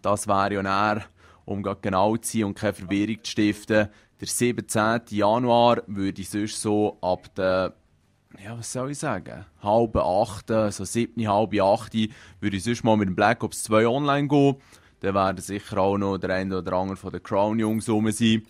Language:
Swiss German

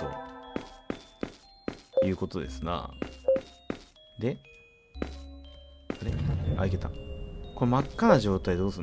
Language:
Japanese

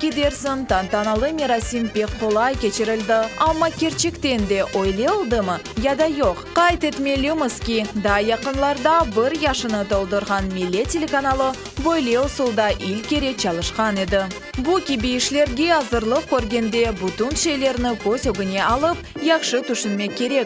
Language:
Crimean Tatar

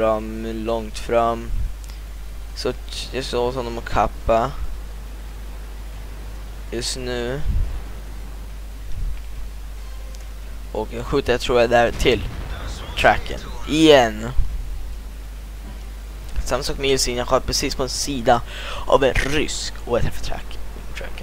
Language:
Swedish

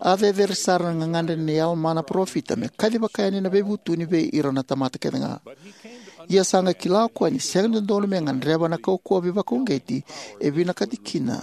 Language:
Fijian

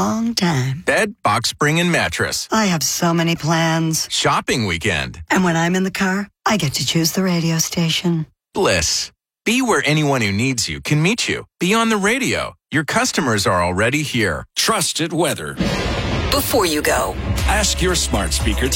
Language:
English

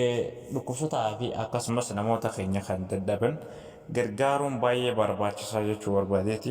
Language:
Oromo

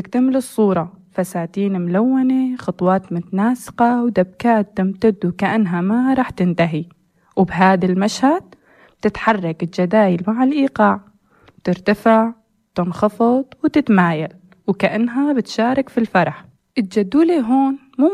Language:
North Levantine Arabic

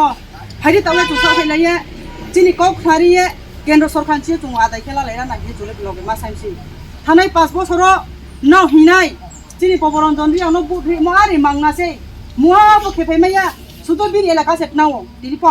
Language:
Riang (India)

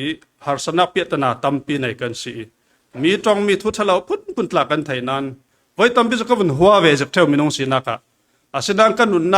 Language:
Falam Chin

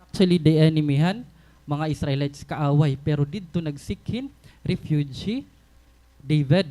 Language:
Waray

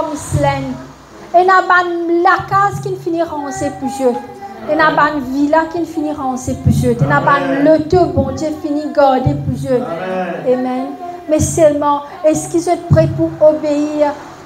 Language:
Morisyen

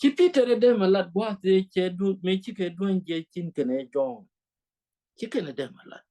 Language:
Nuer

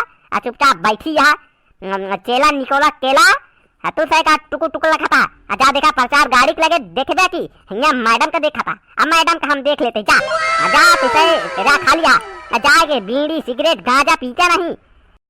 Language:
Awadhi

